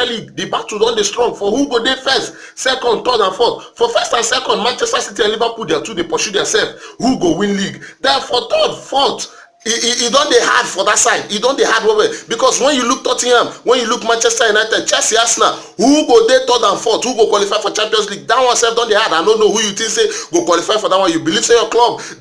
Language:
Nigerian Pidgin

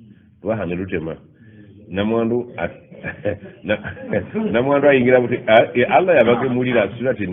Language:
Ganda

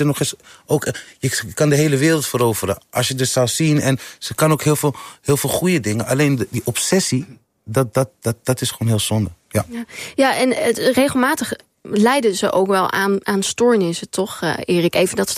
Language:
Dutch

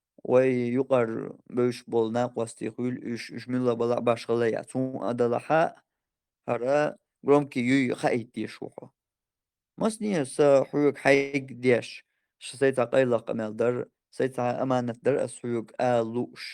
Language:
Chechen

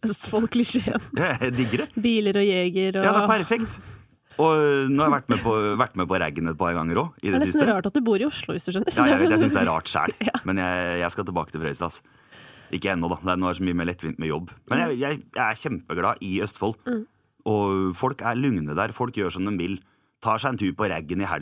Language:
Norwegian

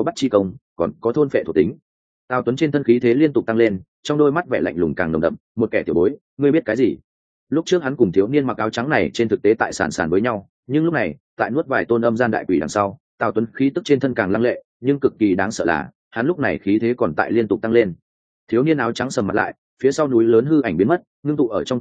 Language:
Vietnamese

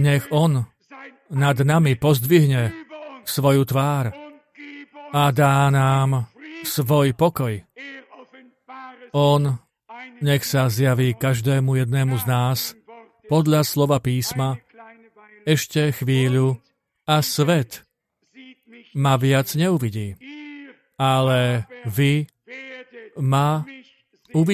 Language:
Slovak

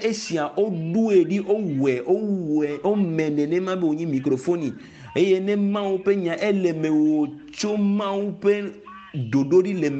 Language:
Ewe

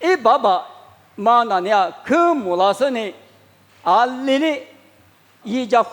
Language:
Lisu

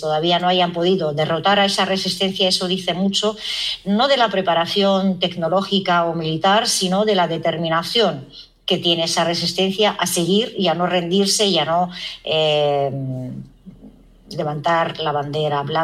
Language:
Spanish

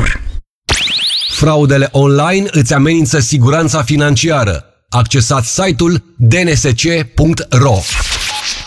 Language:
Romanian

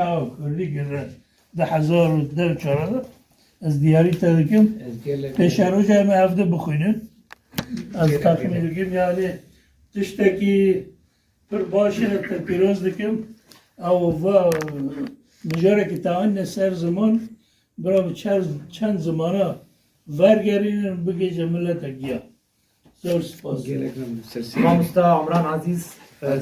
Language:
Kurdish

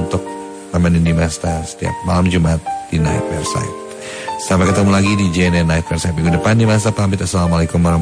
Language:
Indonesian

